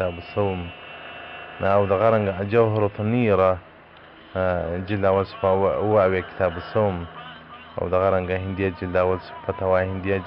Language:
Pashto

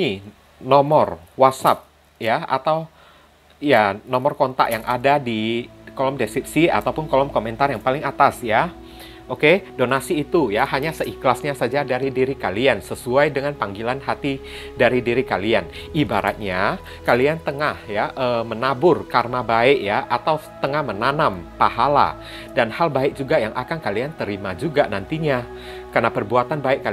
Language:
Indonesian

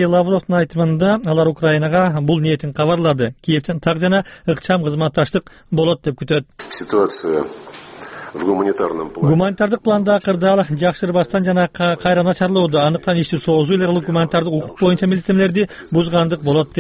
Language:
Kyrgyz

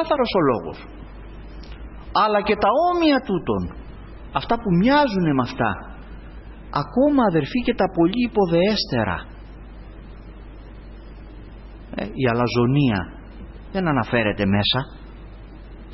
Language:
Greek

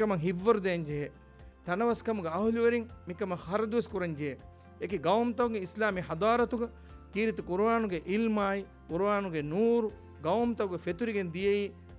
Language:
Divehi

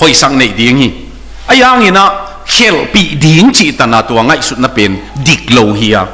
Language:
Tedim Chin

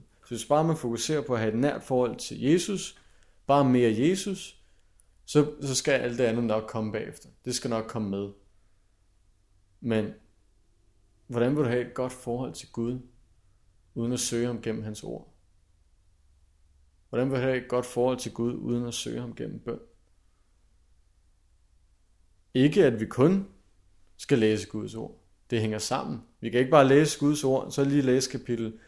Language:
Danish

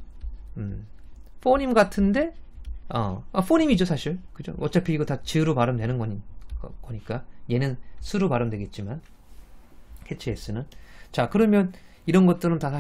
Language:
Korean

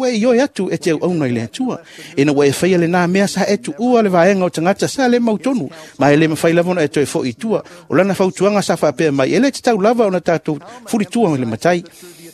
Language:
Samoan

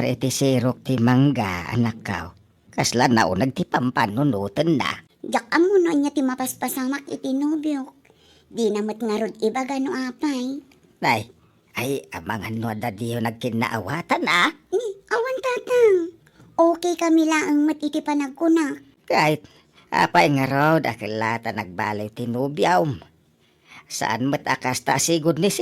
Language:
Iloko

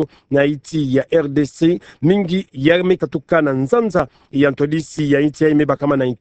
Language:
Kituba (Democratic Republic of Congo)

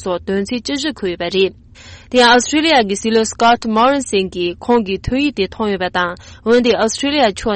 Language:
Tibetan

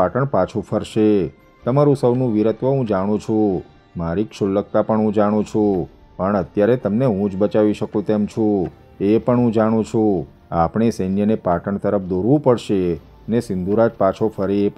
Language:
Gujarati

